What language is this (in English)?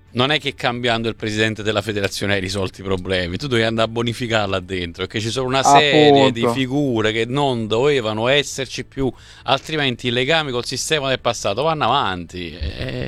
Italian